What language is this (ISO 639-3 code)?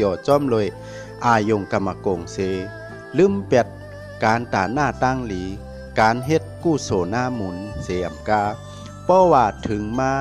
shn